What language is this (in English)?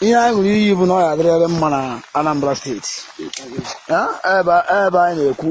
Igbo